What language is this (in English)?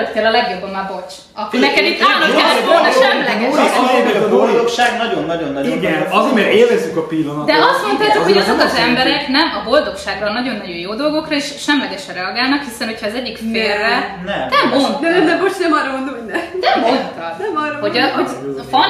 Hungarian